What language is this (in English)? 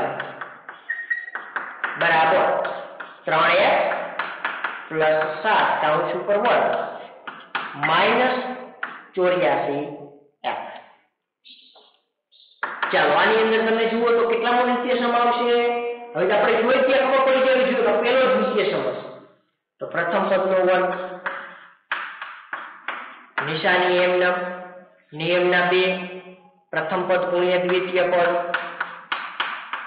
Gujarati